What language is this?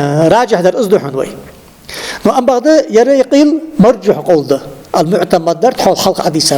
Ingush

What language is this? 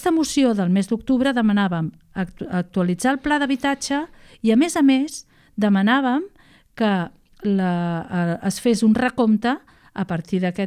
Catalan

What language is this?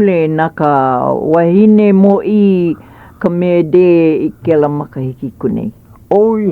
Hawaiian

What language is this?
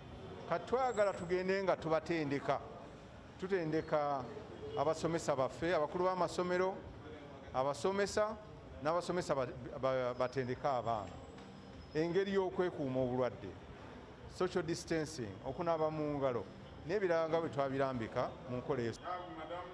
Ganda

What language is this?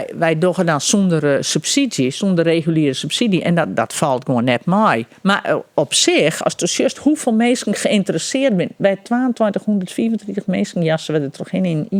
Western Frisian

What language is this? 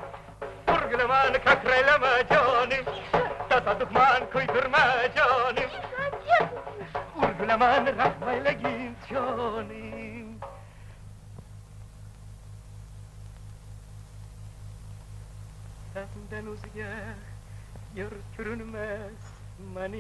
Russian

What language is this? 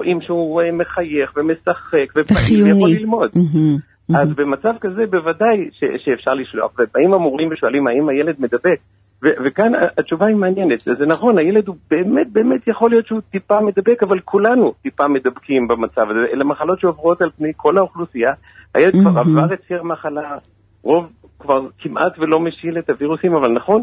Hebrew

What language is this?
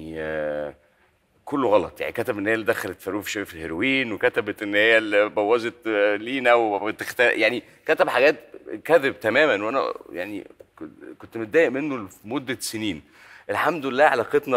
Egyptian Arabic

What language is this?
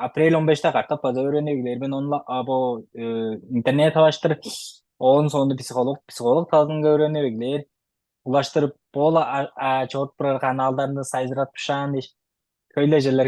Tuvinian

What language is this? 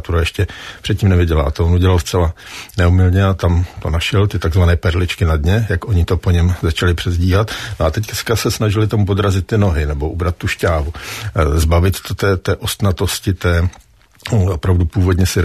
Czech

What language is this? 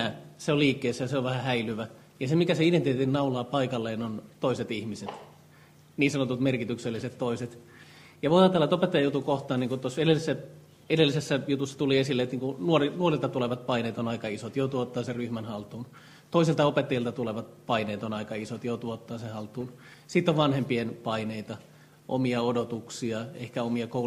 Finnish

